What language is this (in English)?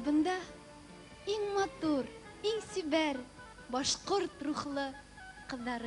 Bashkir